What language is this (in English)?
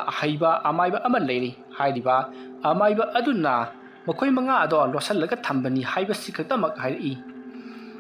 Manipuri